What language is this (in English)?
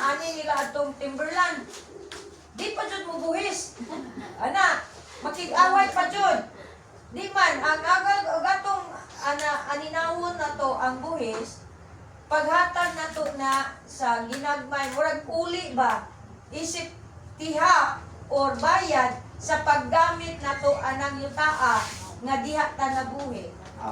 Cebuano